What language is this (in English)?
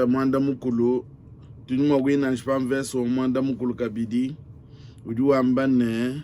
Luba-Lulua